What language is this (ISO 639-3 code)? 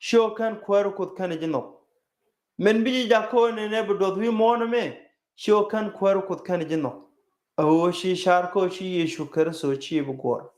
nus